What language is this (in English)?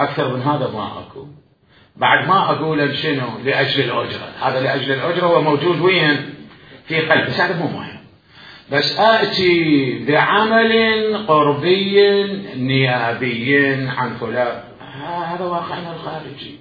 Mesopotamian Arabic